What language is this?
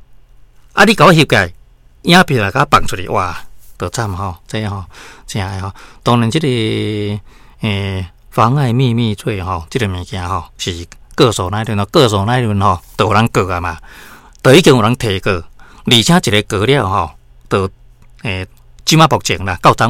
Min Nan Chinese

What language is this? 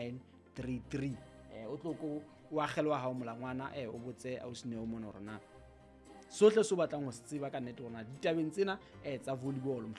Southern Sotho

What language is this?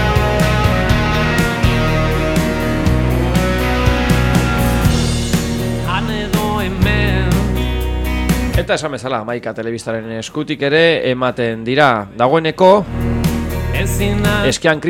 Basque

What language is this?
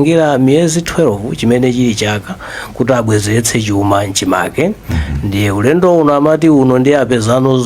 Nyanja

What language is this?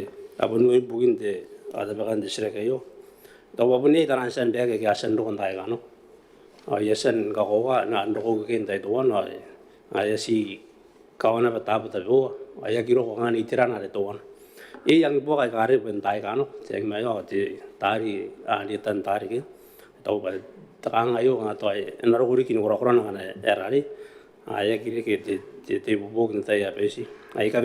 Gilbertese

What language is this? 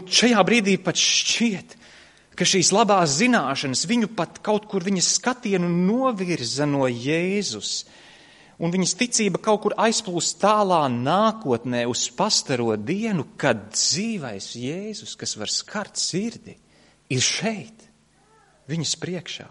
Latvian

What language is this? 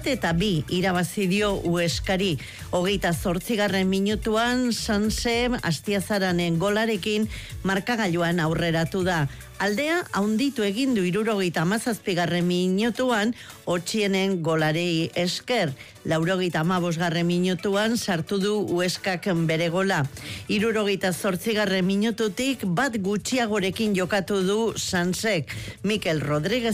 Basque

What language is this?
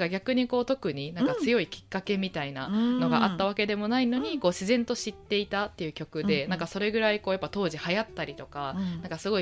Japanese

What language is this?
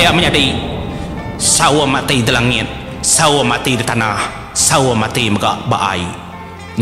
Iban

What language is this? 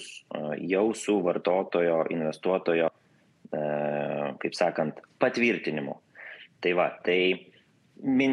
Lithuanian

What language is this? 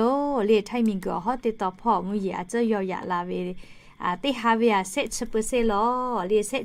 Lahu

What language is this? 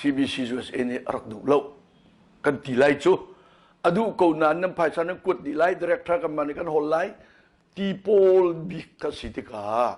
Hakha Chin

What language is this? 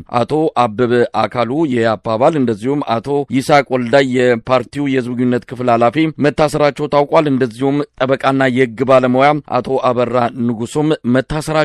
Amharic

